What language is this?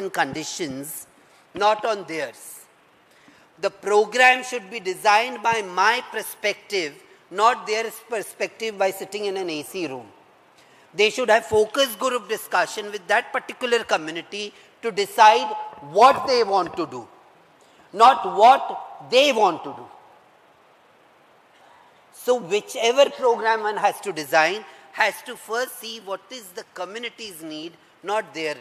English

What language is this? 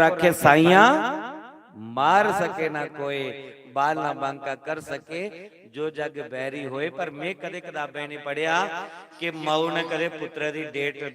Dogri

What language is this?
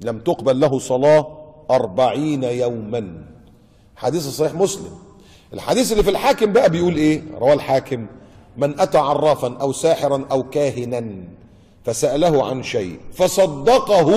Egyptian Arabic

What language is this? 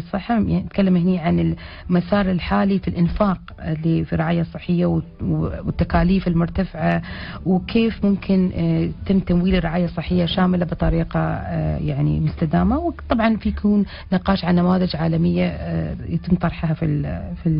Arabic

